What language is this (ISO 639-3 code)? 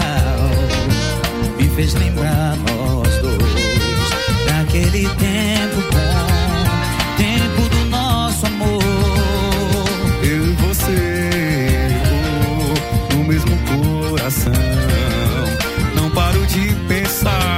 por